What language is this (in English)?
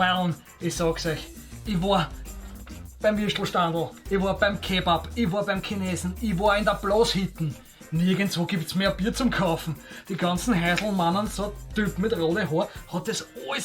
Bavarian